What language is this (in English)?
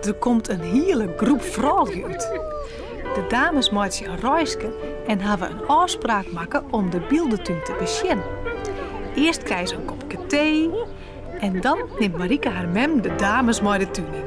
Western Frisian